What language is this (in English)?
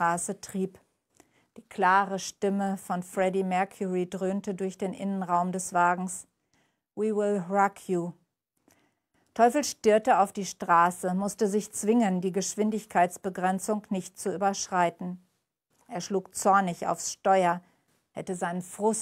German